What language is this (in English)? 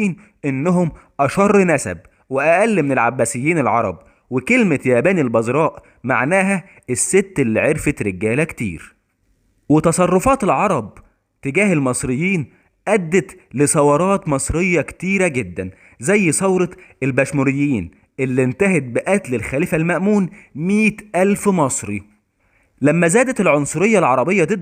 Egyptian Arabic